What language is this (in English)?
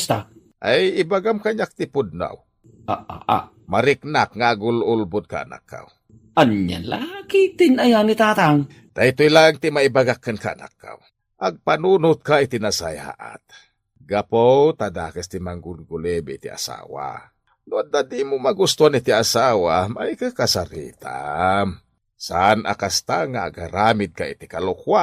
Iloko